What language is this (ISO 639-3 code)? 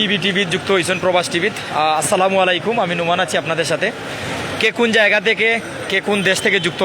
syl